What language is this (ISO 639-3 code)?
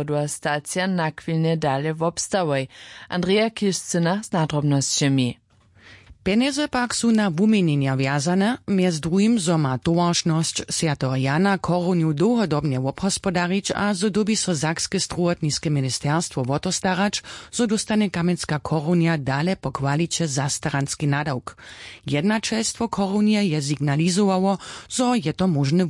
hsb